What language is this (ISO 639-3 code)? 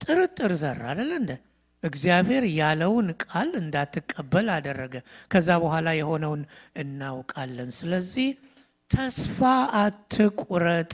amh